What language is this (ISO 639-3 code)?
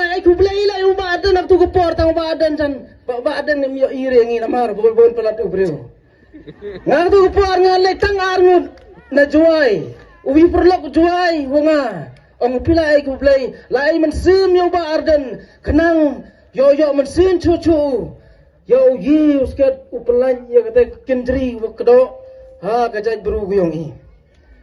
kha